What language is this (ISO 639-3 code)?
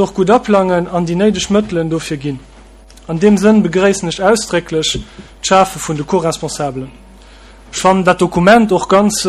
ltz